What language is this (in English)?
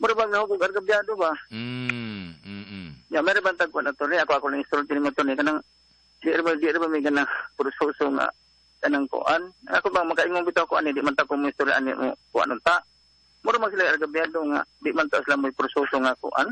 Cebuano